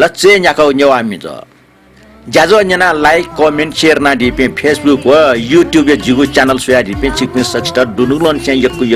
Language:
Newari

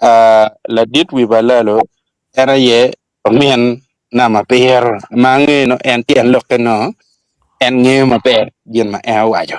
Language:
Acoli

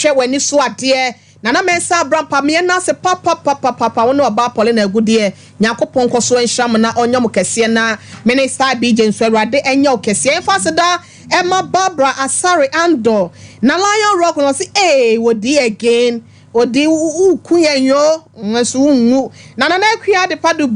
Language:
Akan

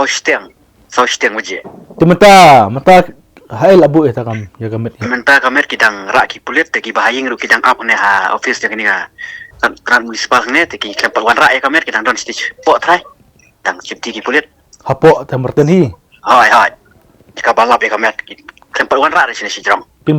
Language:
Khasi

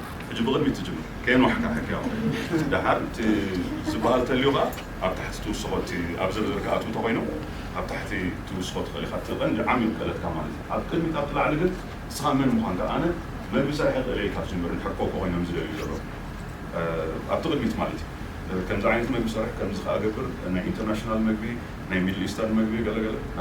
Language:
Tigrinya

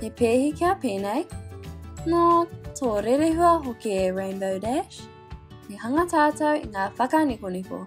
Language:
Māori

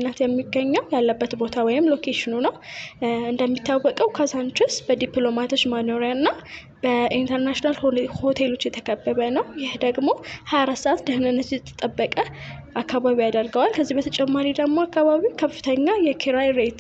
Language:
Amharic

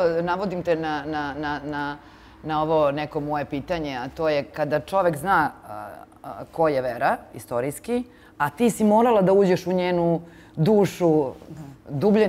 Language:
Serbian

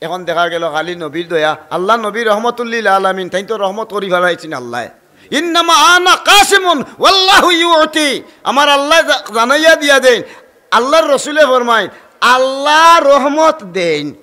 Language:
Sylheti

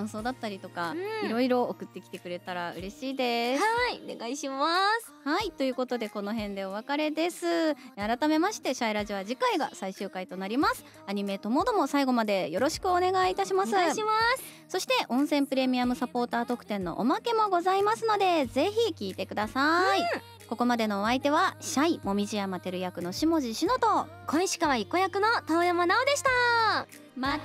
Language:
Japanese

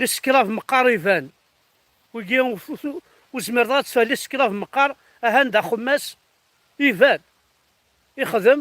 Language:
Kabyle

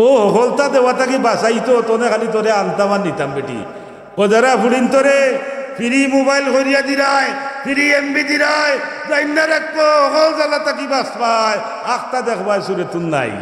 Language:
Sylheti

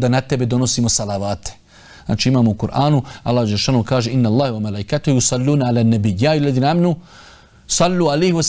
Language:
Bosnian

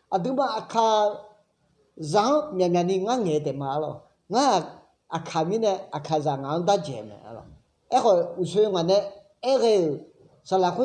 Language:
Akha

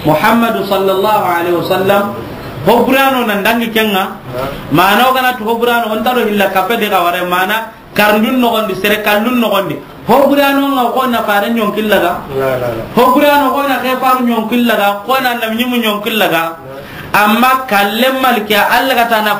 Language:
Soninke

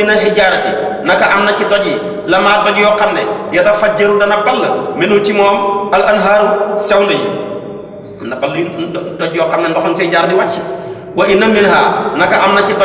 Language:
Wolof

